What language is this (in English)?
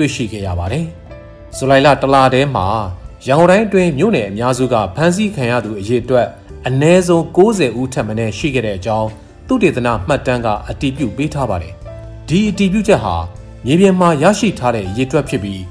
Burmese